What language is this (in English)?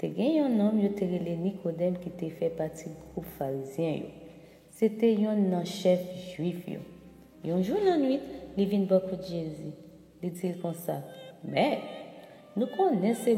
Haitian Creole